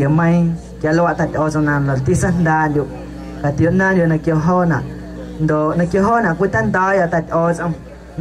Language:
Guerrero Amuzgo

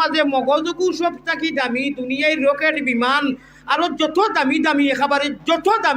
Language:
Sylheti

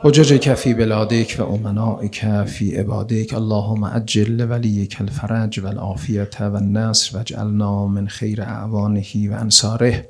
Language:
Azerbaijani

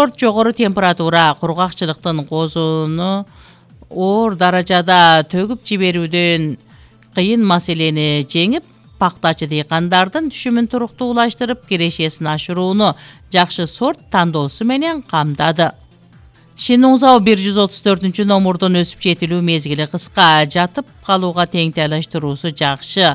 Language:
Kyrgyz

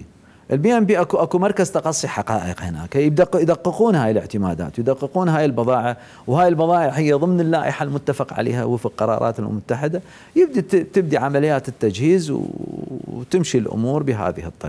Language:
Mesopotamian Arabic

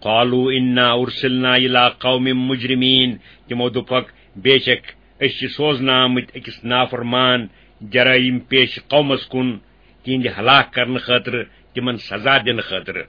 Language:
Kashmiri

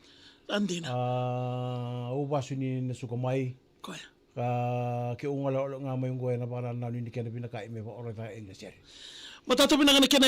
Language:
Fijian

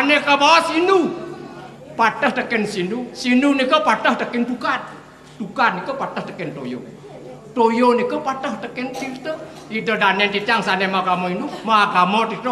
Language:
Balinese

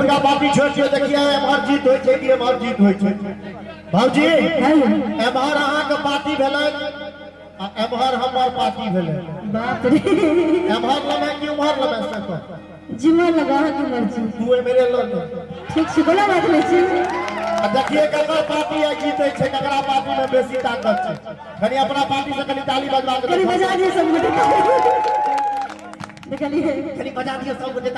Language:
Maithili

